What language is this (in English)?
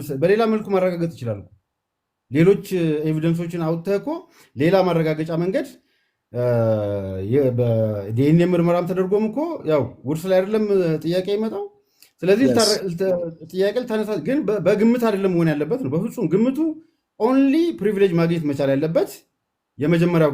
Amharic